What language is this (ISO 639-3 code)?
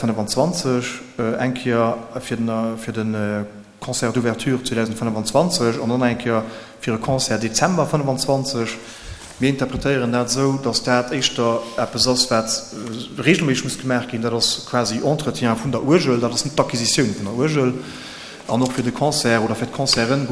ltz